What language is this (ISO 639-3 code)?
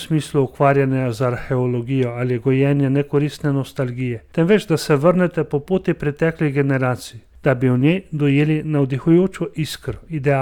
slv